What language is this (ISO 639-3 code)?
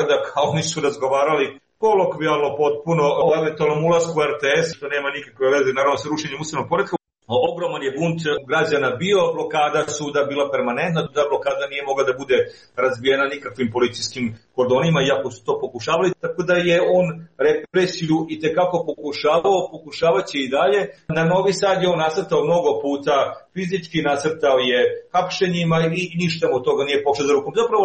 srp